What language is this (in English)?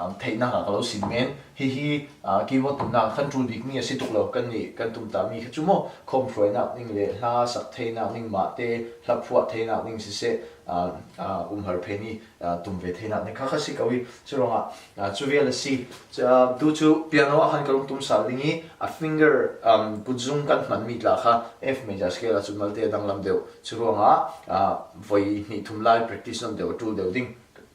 Falam Chin